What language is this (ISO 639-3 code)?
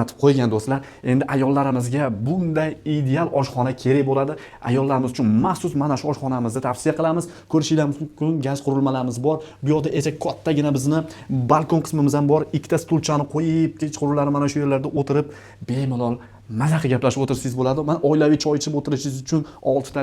uzb